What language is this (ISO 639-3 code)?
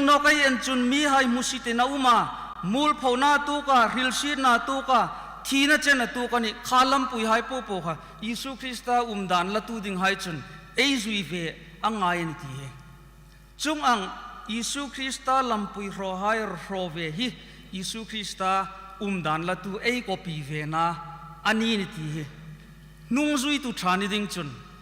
hmr